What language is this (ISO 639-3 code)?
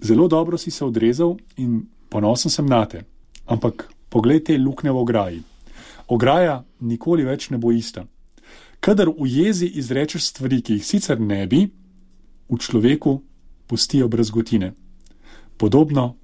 slv